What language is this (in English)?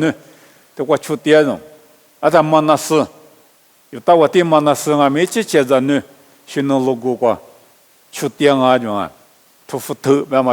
Lisu